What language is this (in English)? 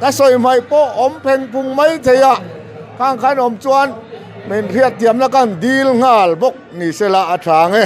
Mizo